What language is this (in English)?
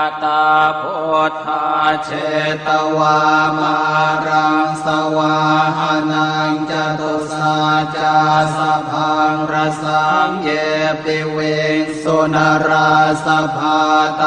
Pali